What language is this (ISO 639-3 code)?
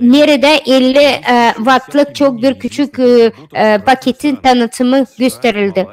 gag